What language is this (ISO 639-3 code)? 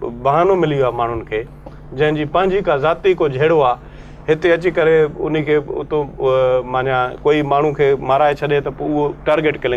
snd